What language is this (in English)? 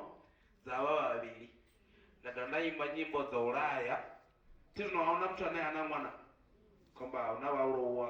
Venda